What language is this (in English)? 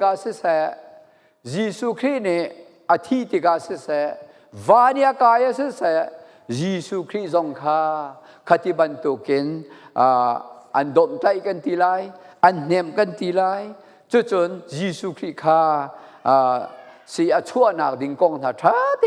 Falam Chin